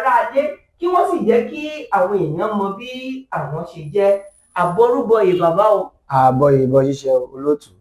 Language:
Yoruba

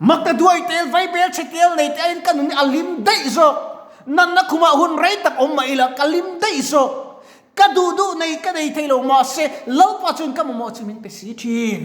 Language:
Mizo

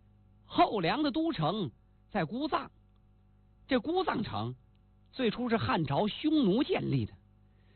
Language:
Chinese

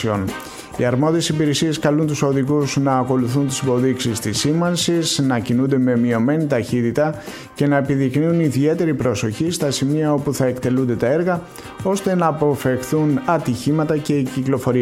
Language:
Greek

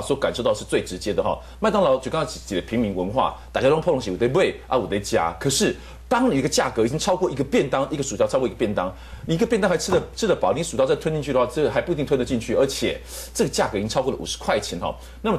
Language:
Chinese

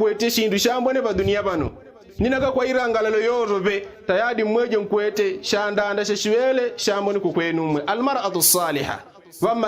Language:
Yao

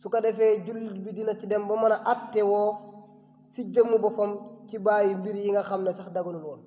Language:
Wolof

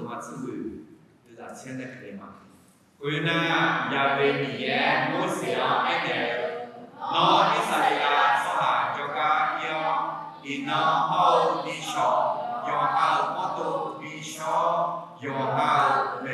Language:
Akha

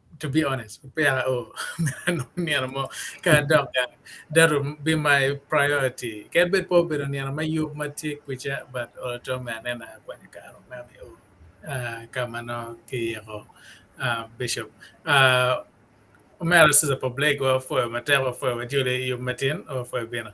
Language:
Acoli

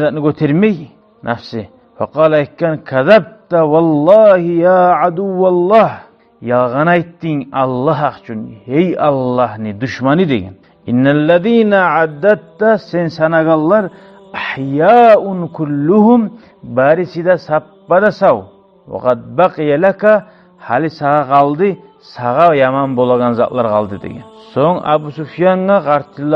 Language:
Kumyk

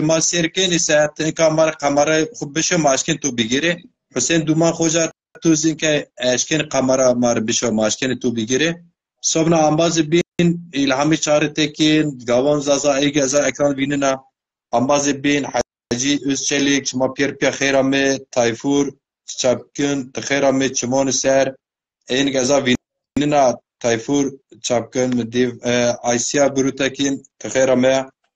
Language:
Zaza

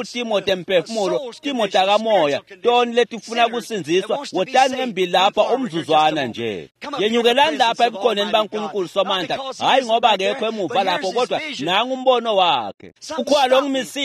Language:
Swati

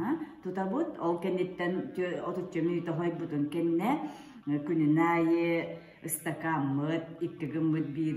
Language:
Yakut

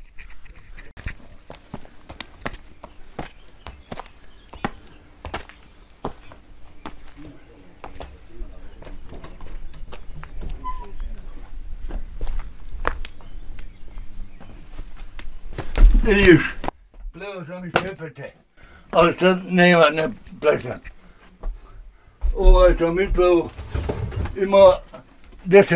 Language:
Bosnian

